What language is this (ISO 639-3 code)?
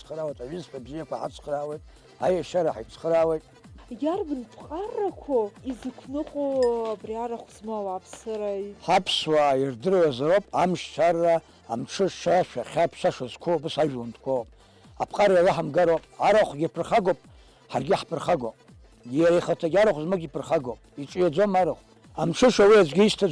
abk